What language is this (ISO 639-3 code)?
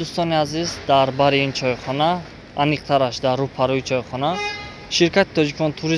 tgk